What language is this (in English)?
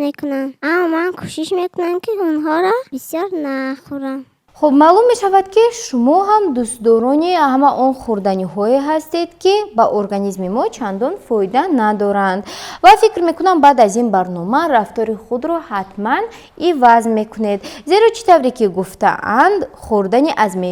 Tajik